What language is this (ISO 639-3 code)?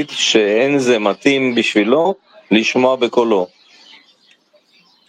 heb